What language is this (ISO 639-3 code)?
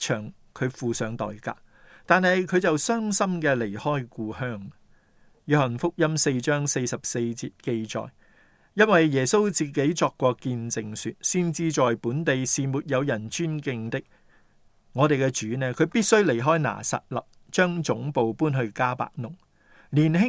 yue